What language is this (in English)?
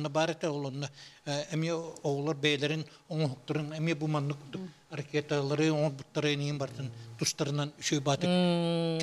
Yakut